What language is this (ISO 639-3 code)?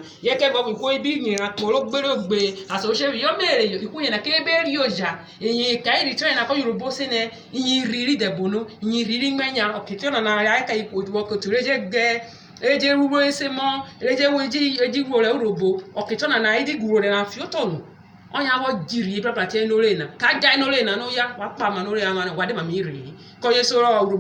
urh